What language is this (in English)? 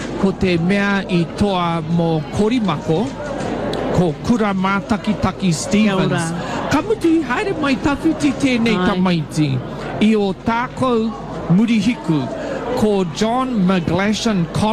Māori